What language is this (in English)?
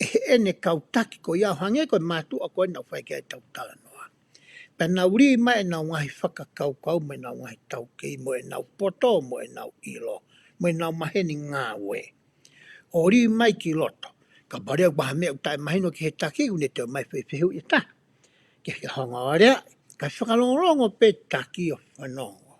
Tongan